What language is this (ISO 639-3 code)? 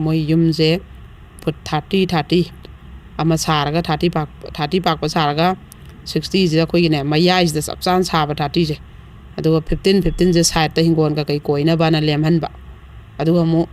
mni